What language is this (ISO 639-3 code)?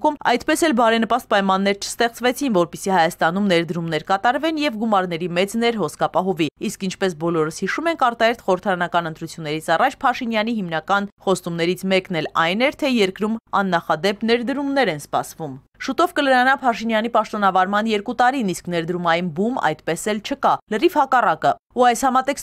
hye